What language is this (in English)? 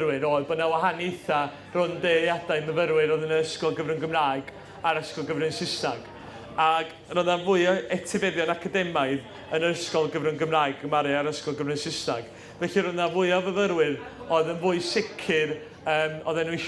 Welsh